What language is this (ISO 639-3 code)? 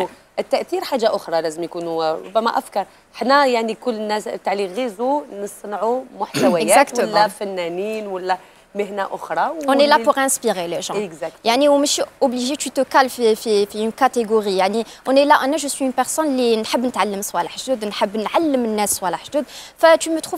arq